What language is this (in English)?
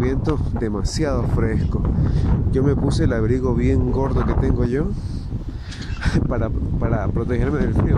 Spanish